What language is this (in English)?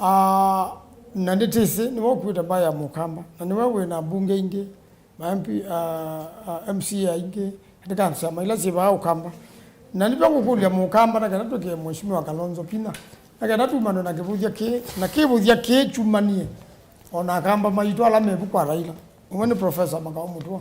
Kamba